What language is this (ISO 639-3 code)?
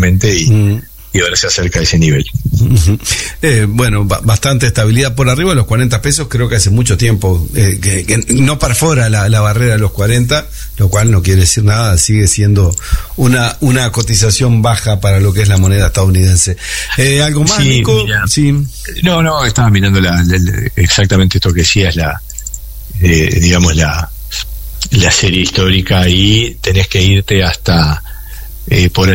spa